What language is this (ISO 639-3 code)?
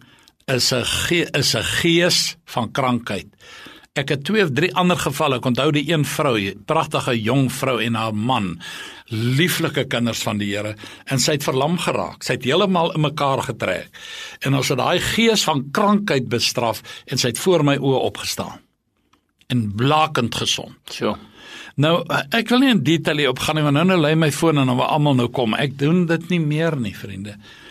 afr